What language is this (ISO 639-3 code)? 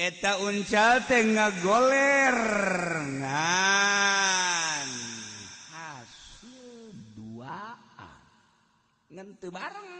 sun